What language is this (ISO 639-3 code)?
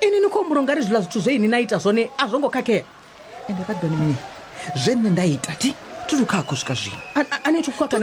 ven